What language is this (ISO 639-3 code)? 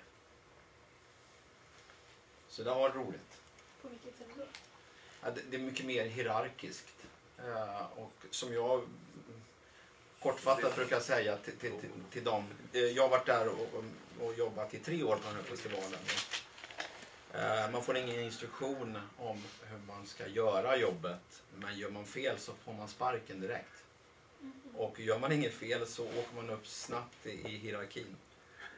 swe